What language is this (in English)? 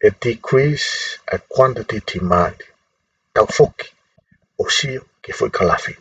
Tongan